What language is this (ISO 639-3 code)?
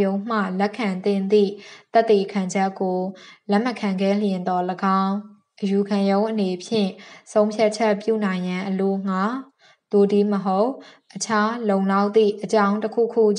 mya